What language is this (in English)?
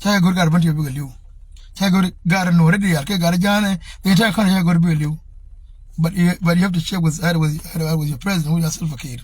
Nuer